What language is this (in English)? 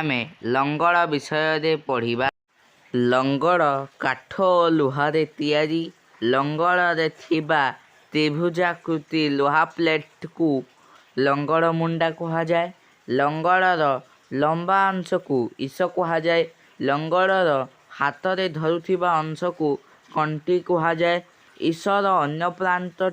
Odia